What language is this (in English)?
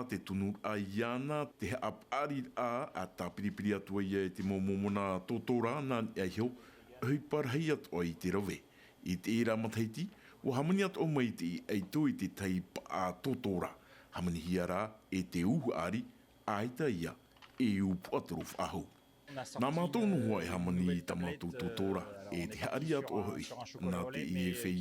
Tahitian